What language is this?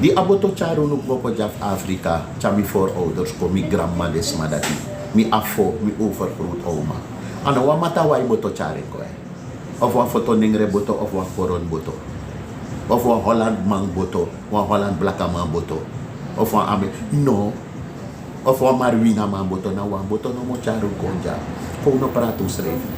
Sranan Tongo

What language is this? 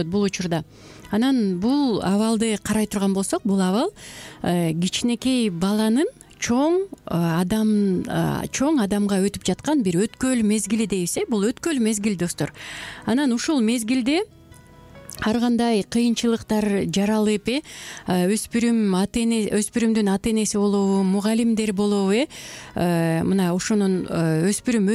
Kyrgyz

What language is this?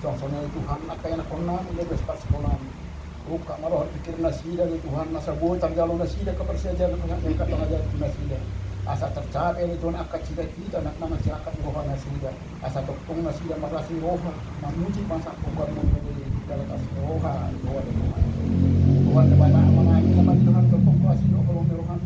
Batak Toba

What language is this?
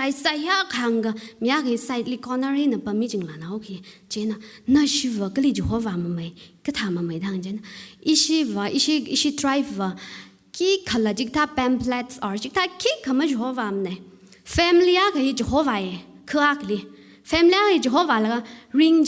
Tangkhul Naga (India)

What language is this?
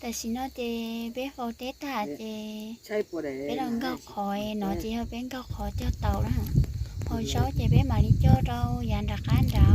Hmong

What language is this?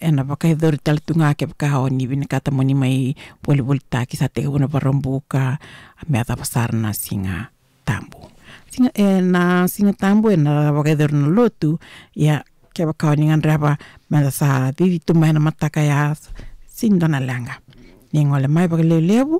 Fijian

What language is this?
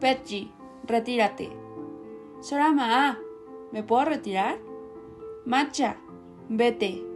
Central Mazahua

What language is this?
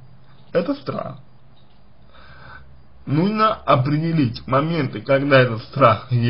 Russian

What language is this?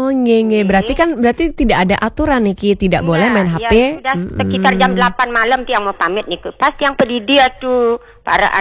Balinese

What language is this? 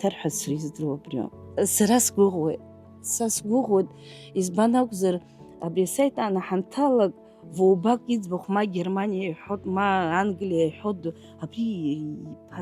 Abkhazian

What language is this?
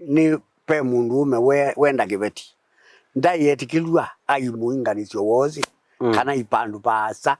Kamba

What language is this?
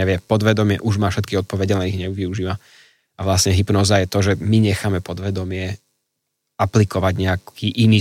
Slovak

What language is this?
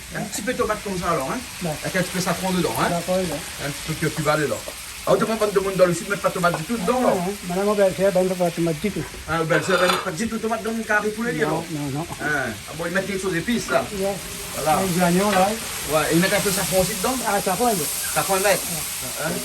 Réunion Creole French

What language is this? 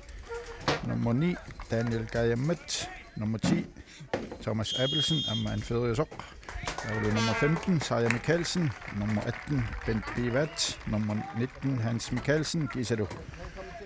Kalaallisut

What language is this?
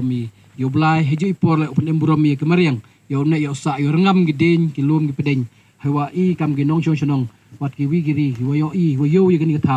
Pnar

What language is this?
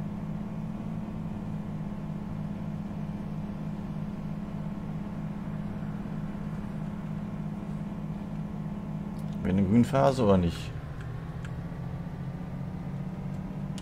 German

